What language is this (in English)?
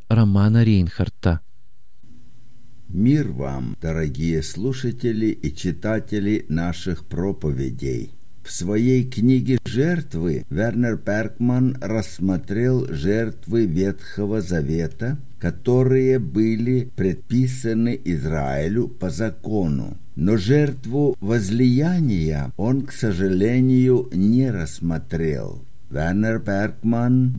Russian